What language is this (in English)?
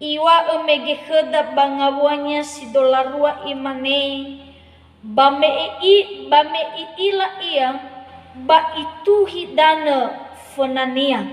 Nias